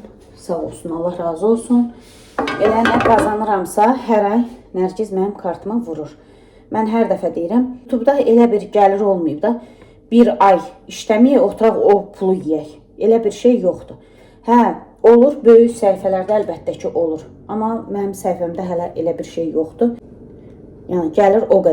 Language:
Azerbaijani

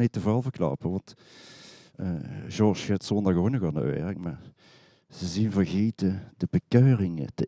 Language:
Limburgish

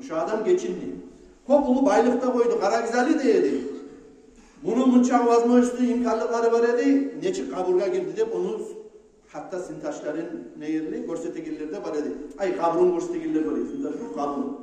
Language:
Kumyk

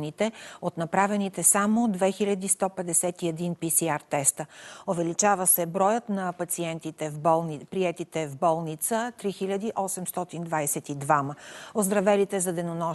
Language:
Bulgarian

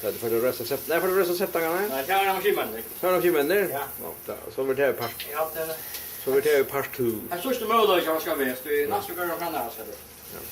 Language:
Faroese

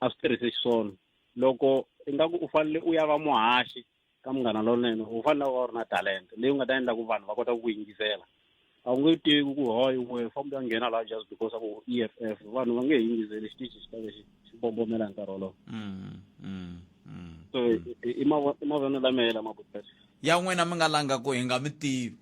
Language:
Tsonga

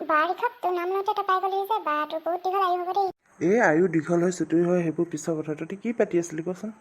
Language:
Assamese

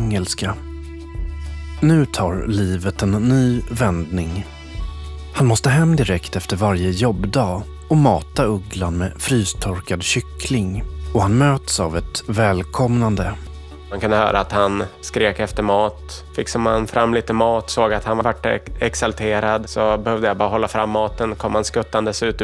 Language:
Swedish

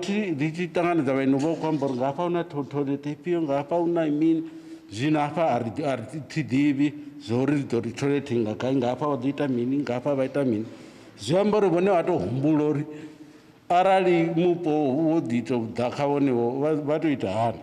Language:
Venda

